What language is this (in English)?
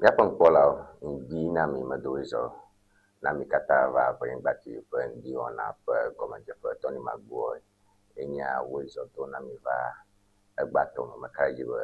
Ewe